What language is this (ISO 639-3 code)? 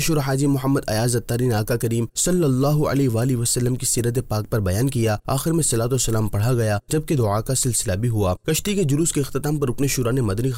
urd